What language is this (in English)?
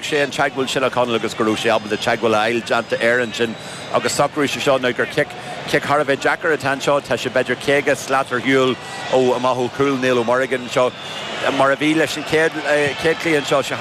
Irish